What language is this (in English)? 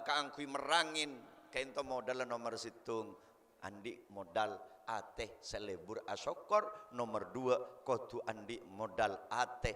Madurese